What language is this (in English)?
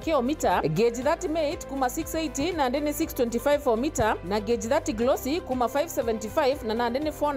Meru